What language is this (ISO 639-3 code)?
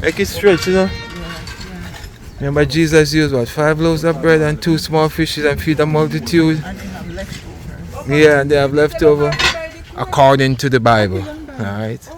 jam